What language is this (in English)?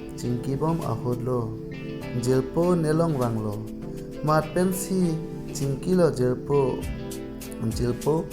Karbi